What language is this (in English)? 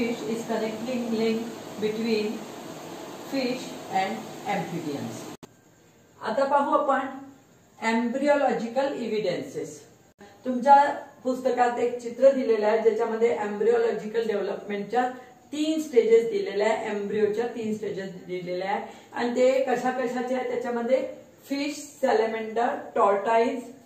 Marathi